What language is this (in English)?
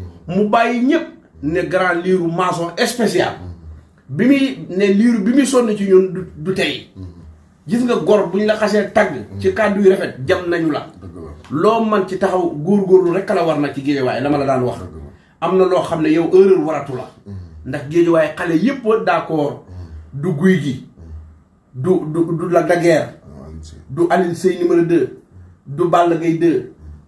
Wolof